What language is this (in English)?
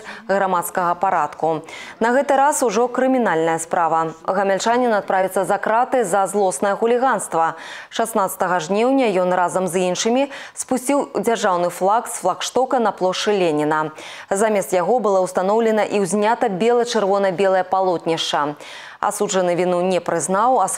Belarusian